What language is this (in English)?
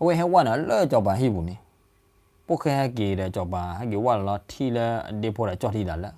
S'gaw Karen